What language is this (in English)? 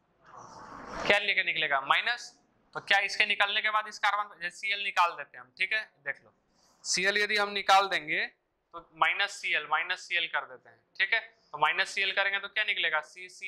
Hindi